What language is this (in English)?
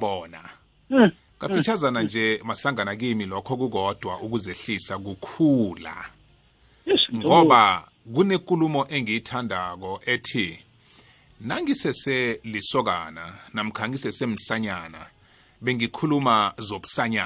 South Ndebele